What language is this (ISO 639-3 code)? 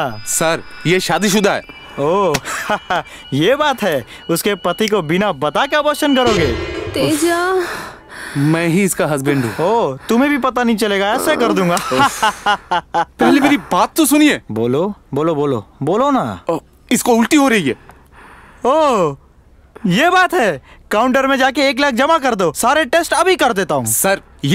hin